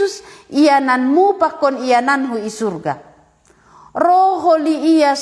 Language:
Batak Simalungun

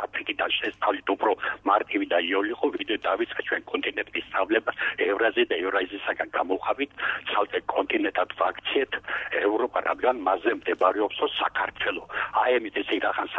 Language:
Georgian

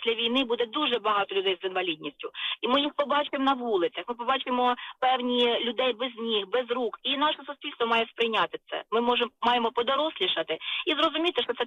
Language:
Ukrainian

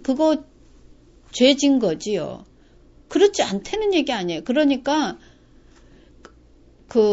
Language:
Korean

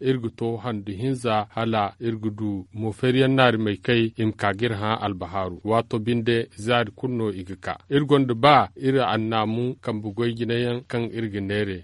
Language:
Zarma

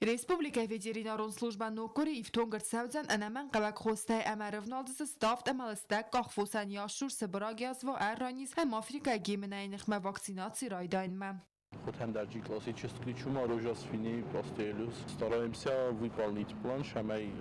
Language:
Ossetic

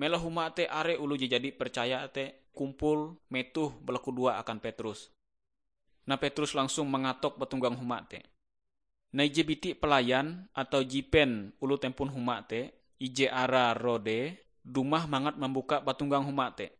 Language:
Ngaju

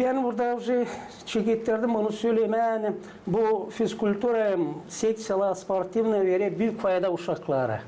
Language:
Gagauz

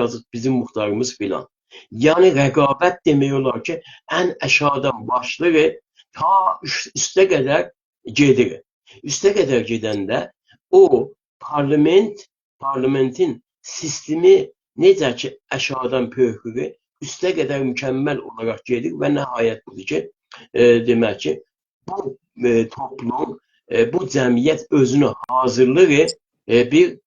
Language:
South Azerbaijani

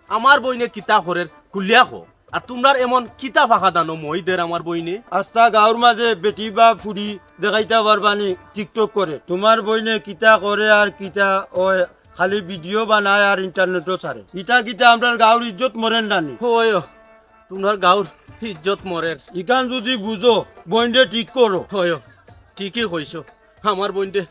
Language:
Sylheti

